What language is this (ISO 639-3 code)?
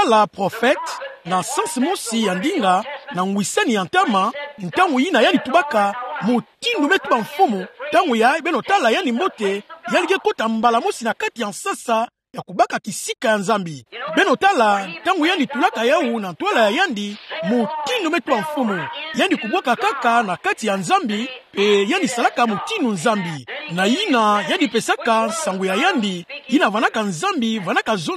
ktu